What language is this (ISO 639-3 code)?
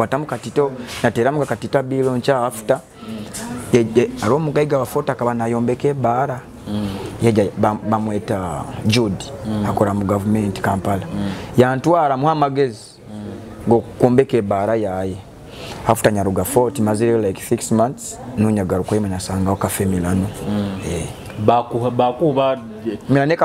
nyo